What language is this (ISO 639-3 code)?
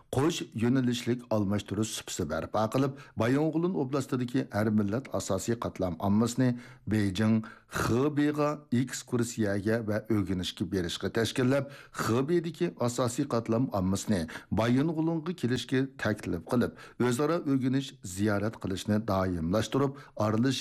uig